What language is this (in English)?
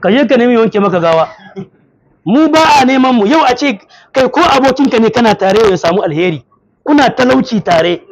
Hausa